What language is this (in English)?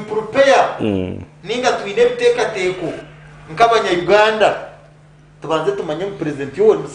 Nyankole